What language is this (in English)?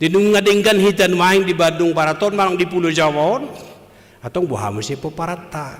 Batak Toba